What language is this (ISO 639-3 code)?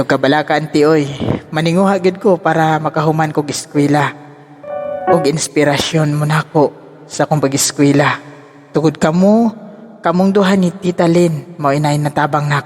ceb